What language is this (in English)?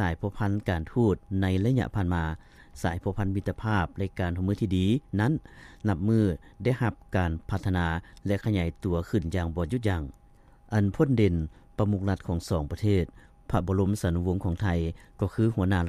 Lao